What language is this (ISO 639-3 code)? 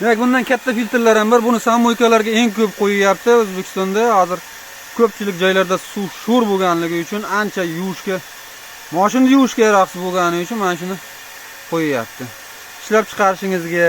uzb